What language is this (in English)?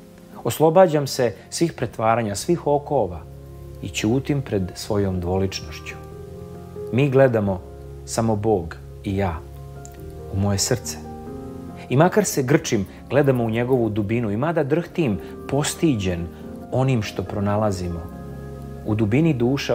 Serbian